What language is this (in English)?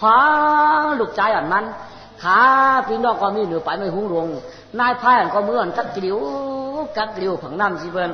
Shan